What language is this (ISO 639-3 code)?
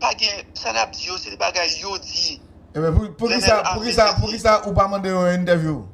hat